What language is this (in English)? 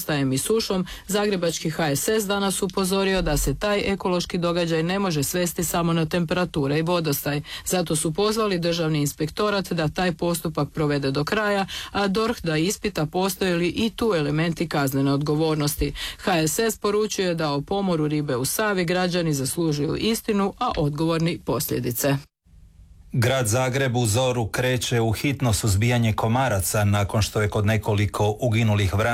Croatian